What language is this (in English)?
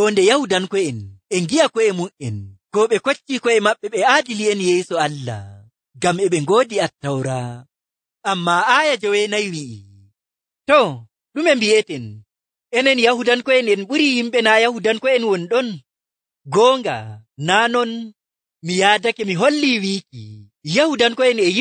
Nigerian Fulfulde